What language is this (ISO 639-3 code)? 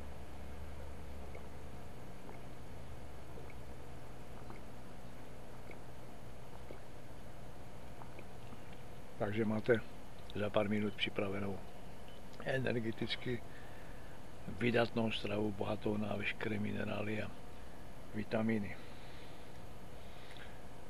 ces